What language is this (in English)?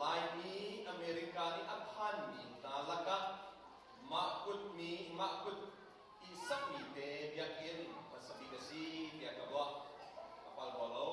Hakha Chin